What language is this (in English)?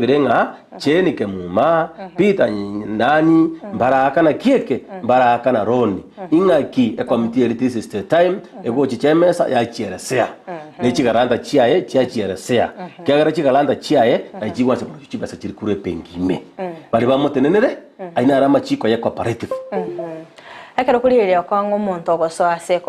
Gusii